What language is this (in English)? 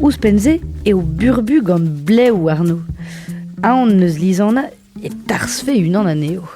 Breton